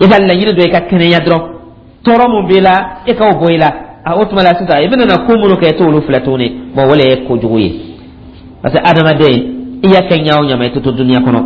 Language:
Dyula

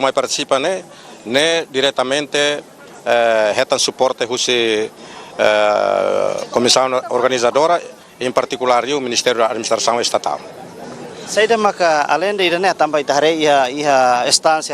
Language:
Tetum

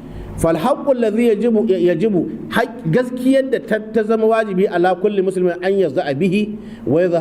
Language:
Hausa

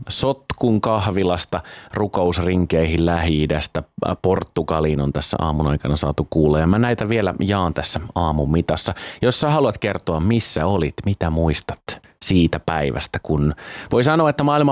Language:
Finnish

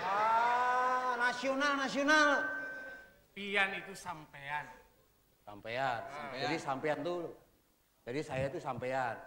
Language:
Banjar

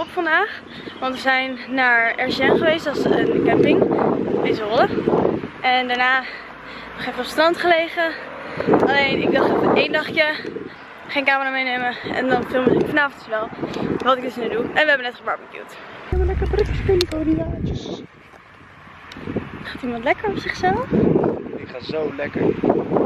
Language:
Dutch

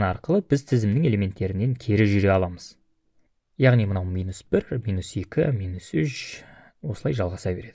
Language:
Kazakh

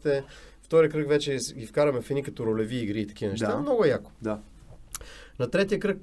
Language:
Bulgarian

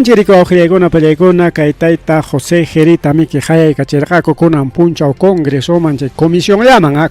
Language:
Ayacucho Quechua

